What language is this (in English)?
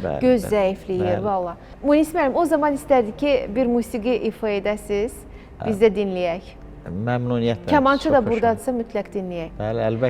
Azerbaijani